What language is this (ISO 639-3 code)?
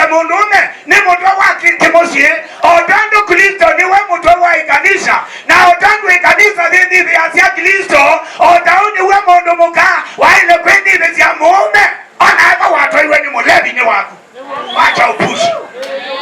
kam